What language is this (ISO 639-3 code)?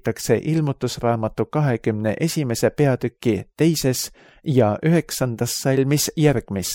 est